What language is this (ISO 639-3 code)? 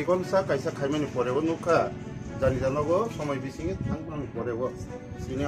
trp